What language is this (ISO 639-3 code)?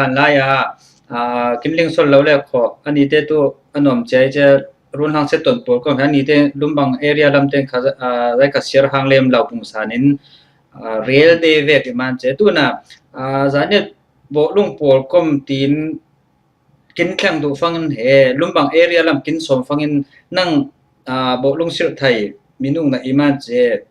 cfm